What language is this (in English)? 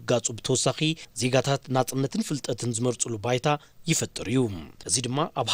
Tigrinya